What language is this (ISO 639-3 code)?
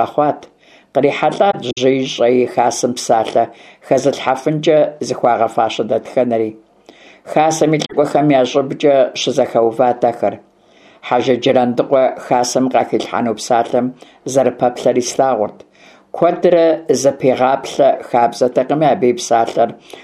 kbd